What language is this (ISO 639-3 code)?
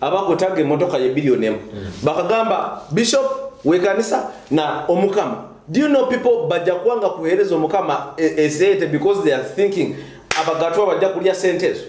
nyo